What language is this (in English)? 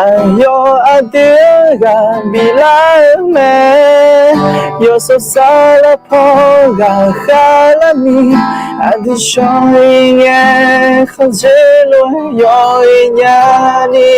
Akha